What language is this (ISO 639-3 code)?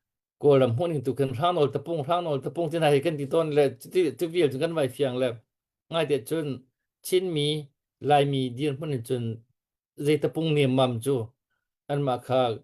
cnh